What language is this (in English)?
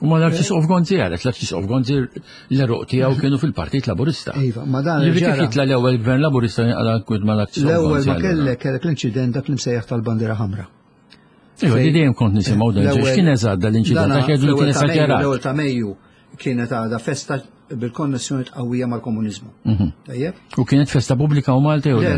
Maltese